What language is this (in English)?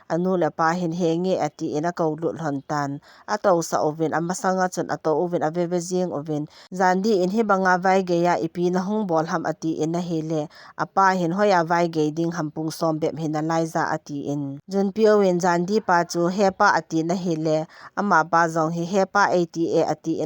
Thado Chin